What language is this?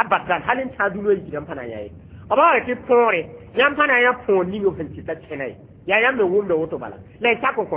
Mossi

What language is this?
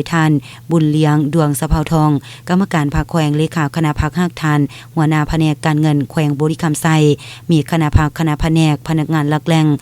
Lao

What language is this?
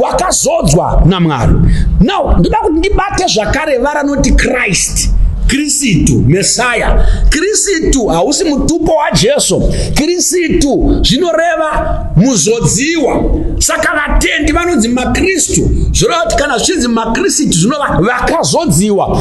Shona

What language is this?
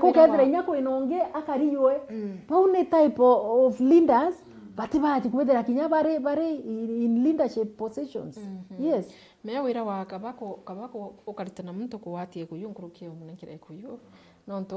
Meru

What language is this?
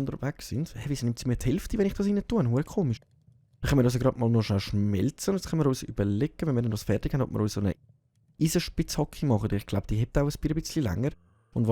Swiss German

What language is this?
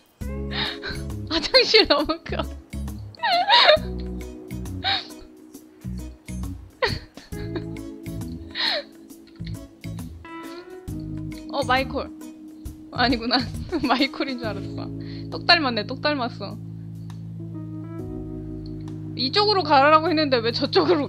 Korean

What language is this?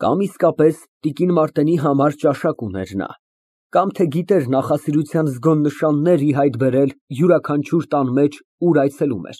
Armenian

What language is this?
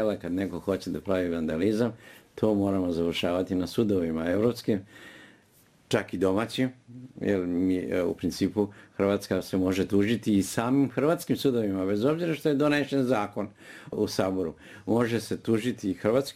Serbian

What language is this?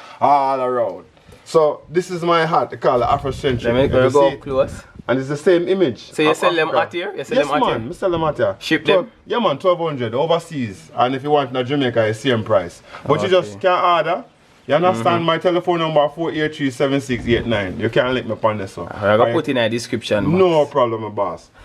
Jamaican Creole English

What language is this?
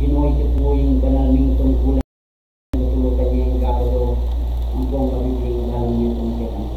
Pampanga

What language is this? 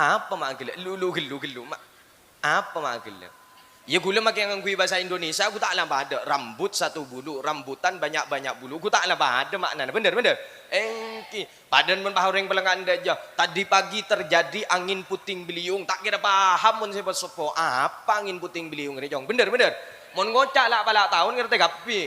Madurese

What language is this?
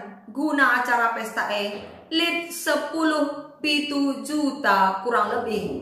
Batak Karo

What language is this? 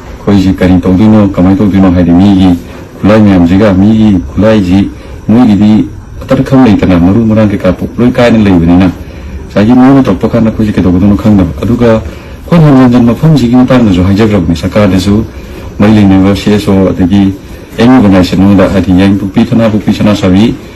Manipuri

